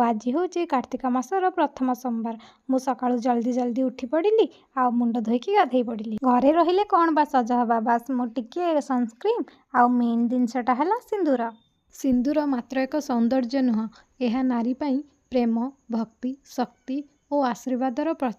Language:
Odia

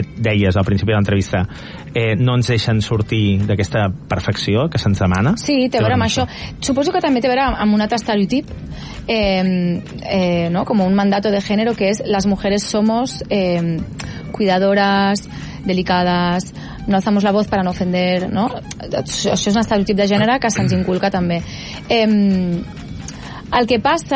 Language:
Catalan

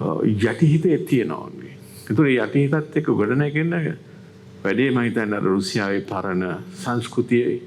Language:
Sinhala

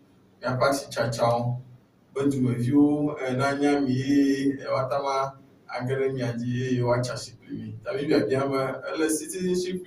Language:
Ewe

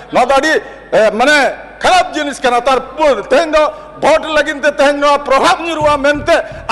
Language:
Santali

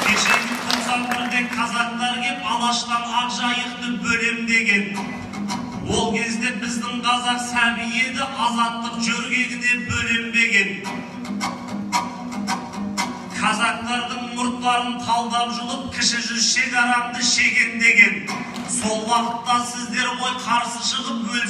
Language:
Kazakh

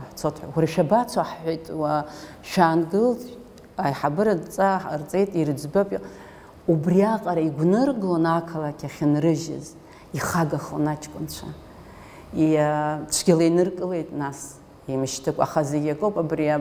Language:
Abkhazian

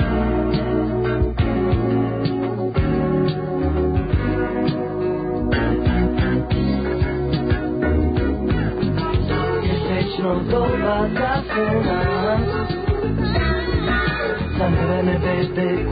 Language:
Serbian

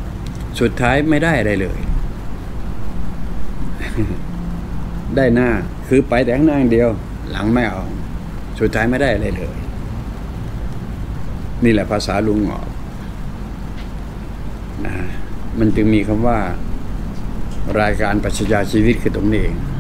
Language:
Thai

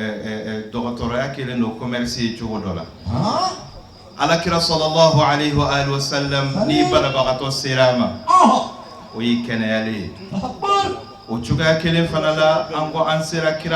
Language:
Bambara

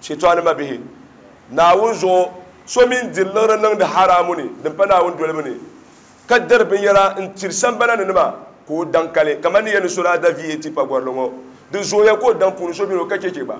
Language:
Dagbani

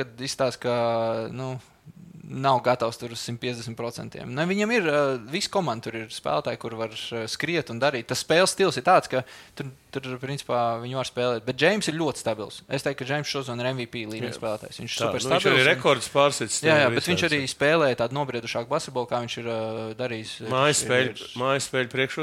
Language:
Latvian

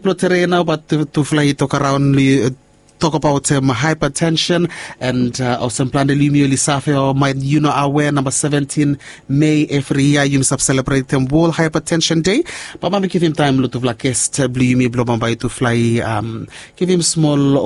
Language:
Bislama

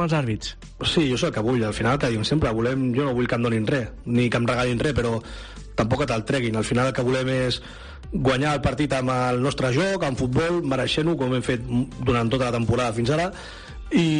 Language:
Catalan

